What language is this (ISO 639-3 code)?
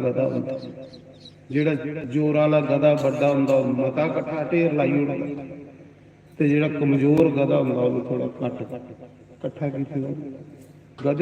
doi